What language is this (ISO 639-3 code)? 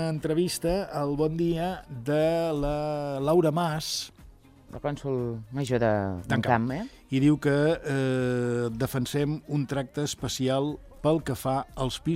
cat